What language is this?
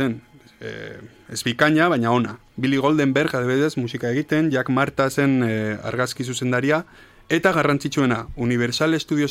Basque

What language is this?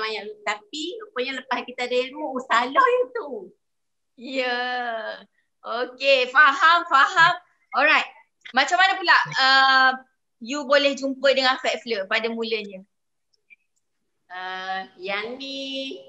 Malay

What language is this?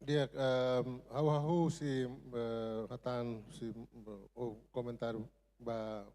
Tetum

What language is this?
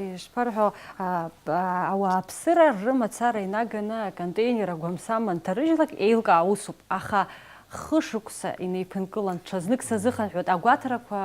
Abkhazian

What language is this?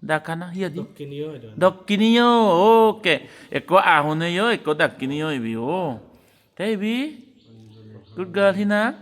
Chakma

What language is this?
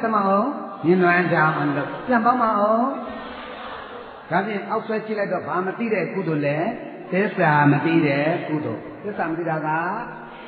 Burmese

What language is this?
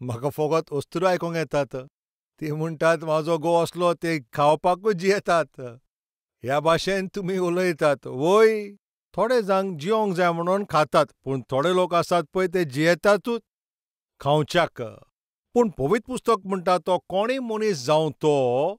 Konkani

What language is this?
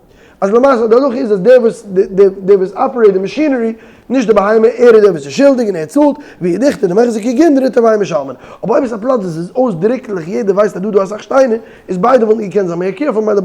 Yiddish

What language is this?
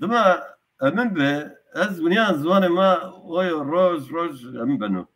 Zaza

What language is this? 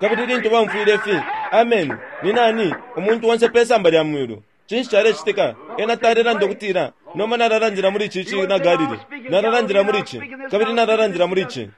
Bemba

